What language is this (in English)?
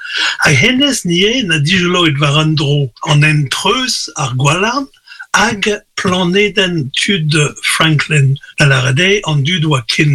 Breton